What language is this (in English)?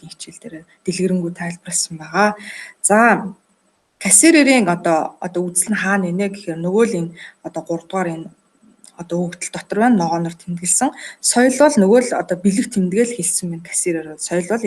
Mongolian